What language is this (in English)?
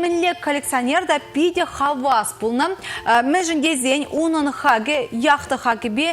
Chuvash